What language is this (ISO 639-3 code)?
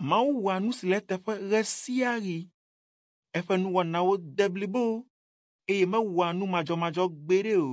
ewe